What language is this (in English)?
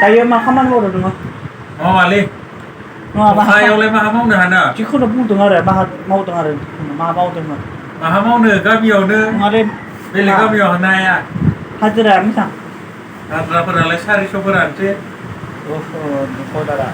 Bodo